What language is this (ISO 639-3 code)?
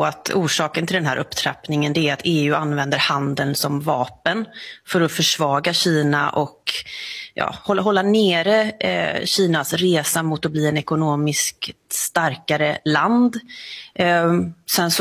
swe